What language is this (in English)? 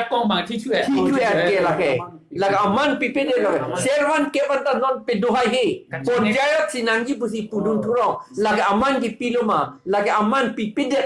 Karbi